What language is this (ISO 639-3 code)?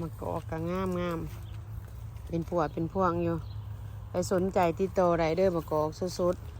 lao